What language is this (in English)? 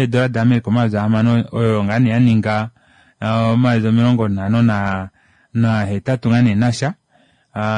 Kuanyama